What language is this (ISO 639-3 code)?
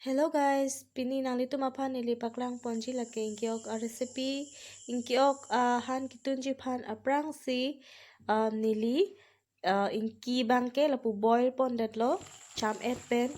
mjw